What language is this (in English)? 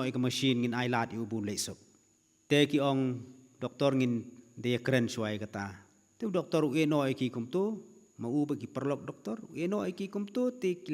Khasi